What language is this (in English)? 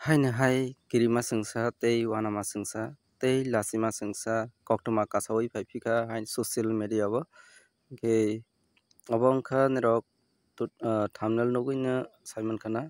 Kok Borok